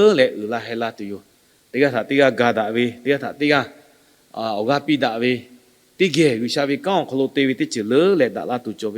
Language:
Lahu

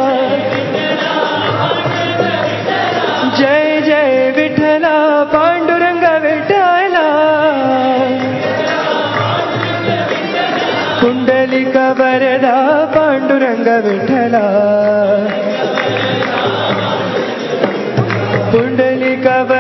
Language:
Telugu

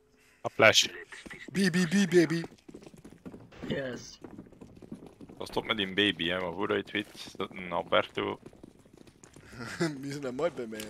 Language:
Dutch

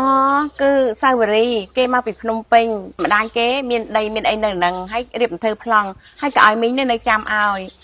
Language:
Khmer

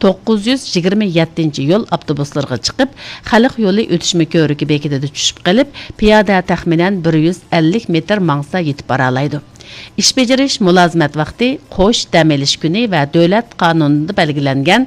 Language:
Uyghur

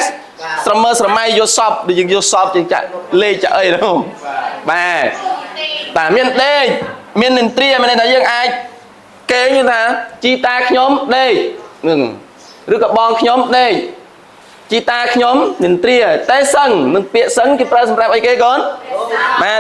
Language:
Khmer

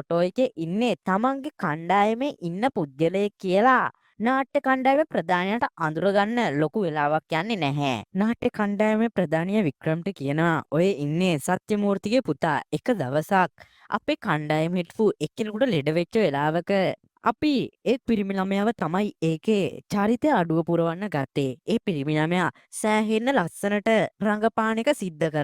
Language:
Sinhala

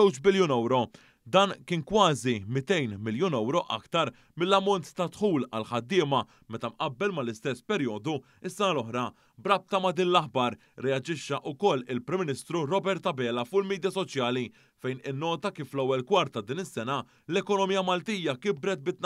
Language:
Maltese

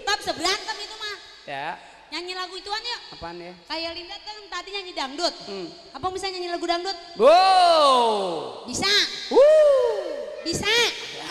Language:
Betawi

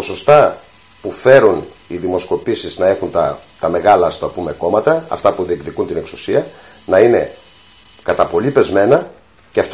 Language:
Greek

